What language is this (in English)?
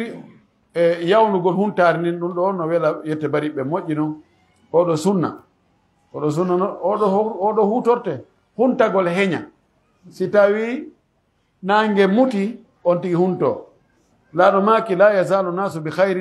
Pular